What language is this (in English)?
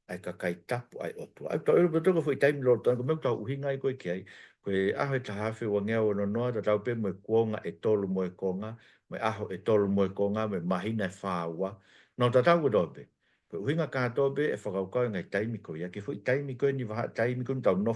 Tongan